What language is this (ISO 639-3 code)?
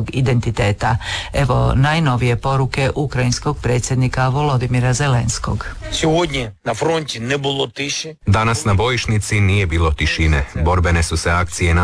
hrv